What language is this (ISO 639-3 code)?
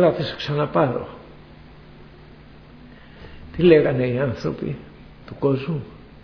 ell